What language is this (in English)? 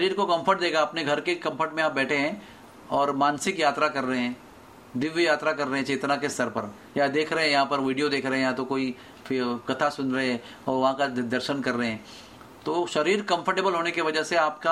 Hindi